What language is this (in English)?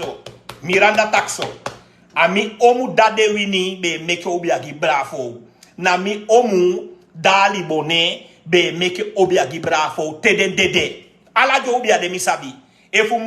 Sranan Tongo